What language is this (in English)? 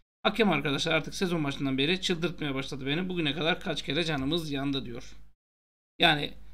Turkish